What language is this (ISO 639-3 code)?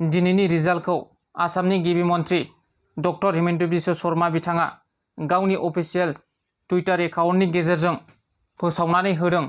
brx